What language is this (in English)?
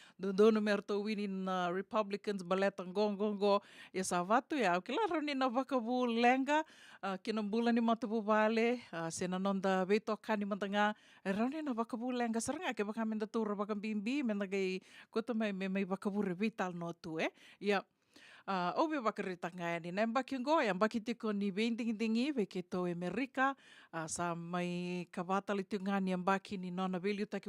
Fijian